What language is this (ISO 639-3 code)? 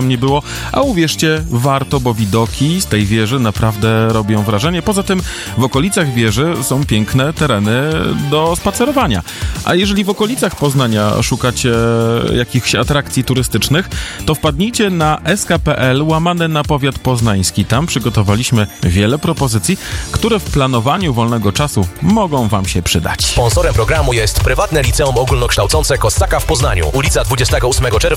pol